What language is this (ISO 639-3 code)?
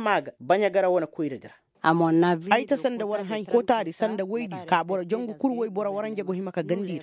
ses